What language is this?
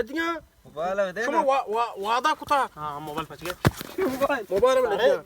Baluchi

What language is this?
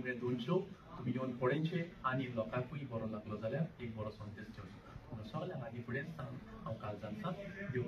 Konkani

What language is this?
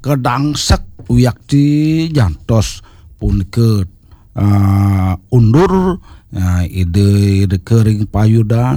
Balinese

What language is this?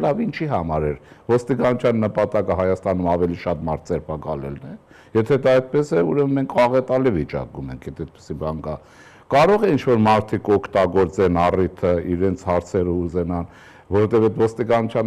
Armenian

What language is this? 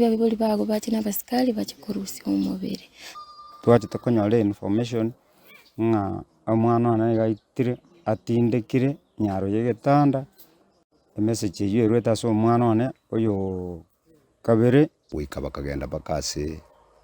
Gusii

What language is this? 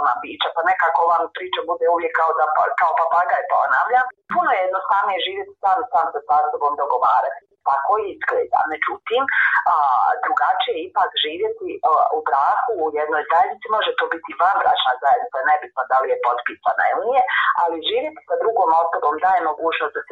Bosnian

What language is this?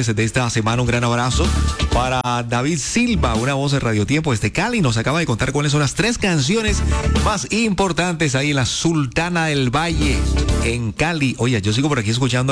Spanish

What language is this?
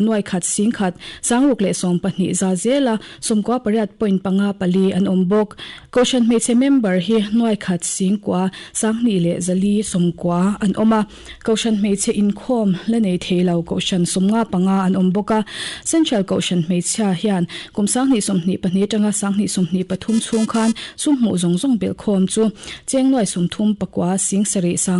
Mizo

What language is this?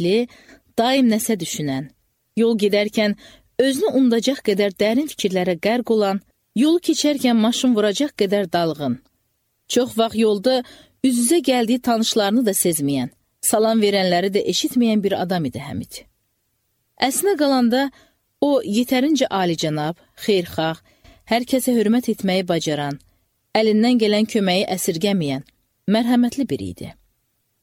Azerbaijani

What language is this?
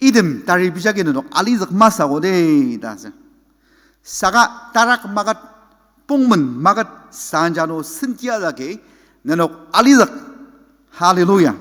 Ao Naga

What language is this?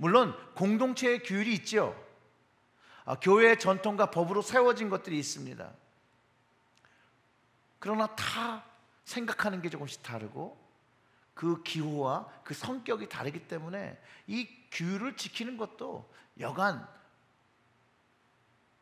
Korean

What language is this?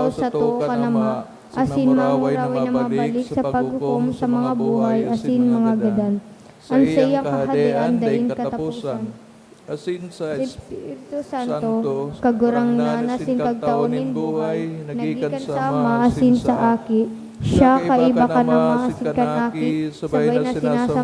Bikol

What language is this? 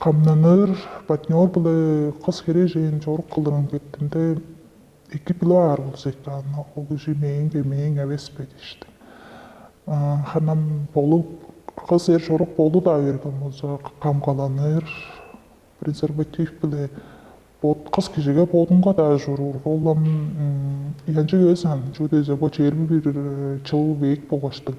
Tuvinian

